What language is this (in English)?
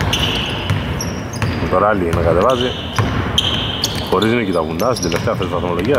Greek